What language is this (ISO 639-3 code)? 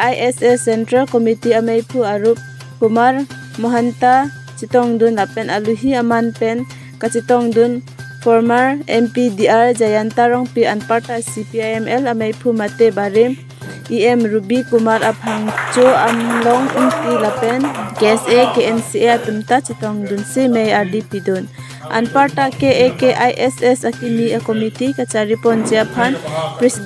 mjw